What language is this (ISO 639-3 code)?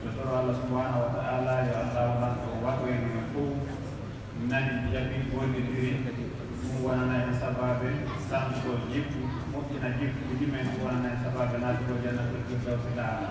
ful